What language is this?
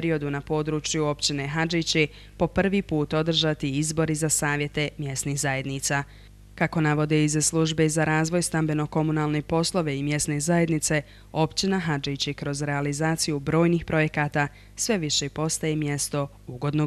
Bosnian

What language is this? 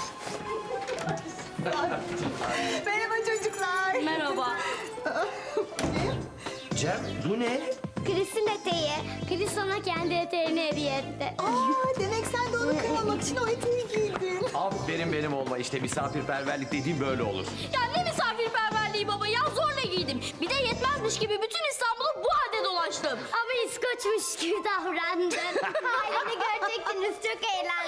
Turkish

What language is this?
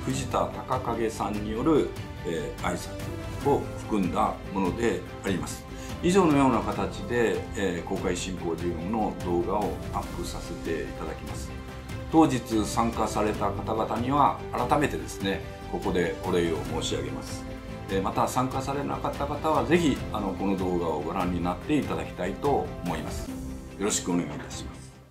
Japanese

